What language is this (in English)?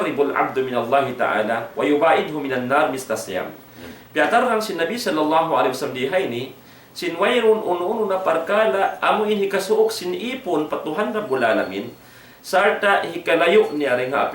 Tausug